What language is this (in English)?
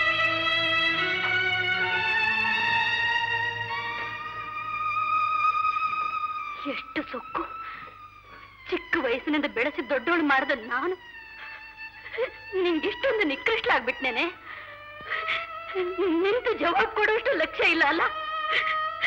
Kannada